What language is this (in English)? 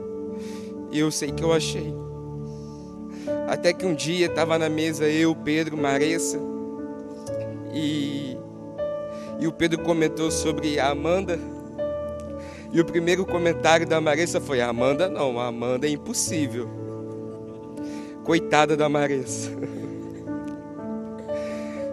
Portuguese